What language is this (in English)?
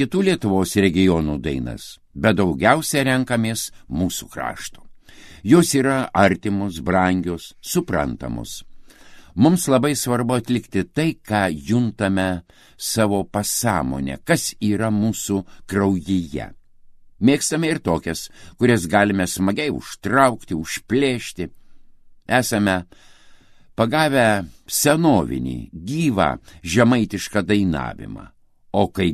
Lithuanian